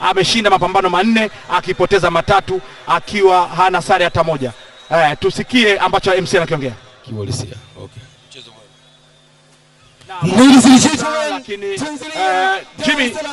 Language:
Swahili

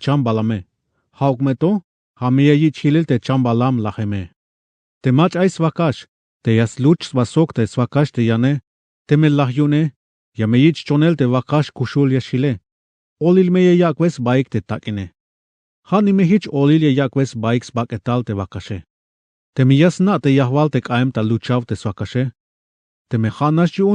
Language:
Tzeltal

